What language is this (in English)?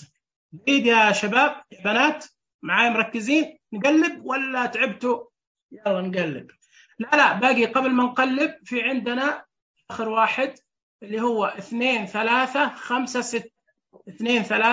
Najdi Arabic